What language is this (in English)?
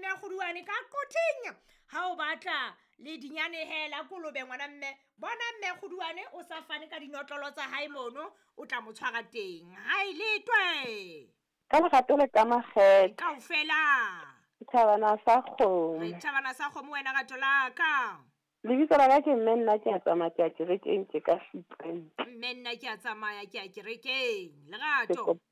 Southern Sotho